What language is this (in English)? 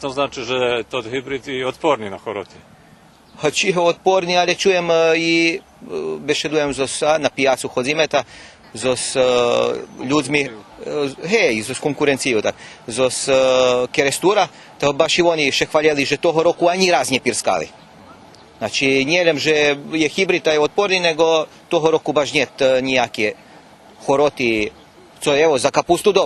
Rusyn